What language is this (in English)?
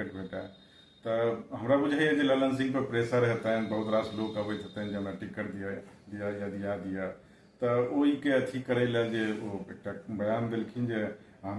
Maithili